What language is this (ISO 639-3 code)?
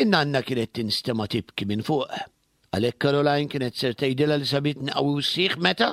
mlt